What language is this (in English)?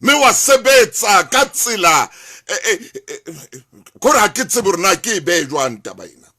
Southern Sotho